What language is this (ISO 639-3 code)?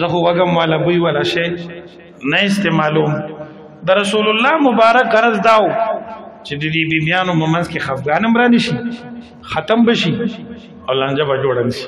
pus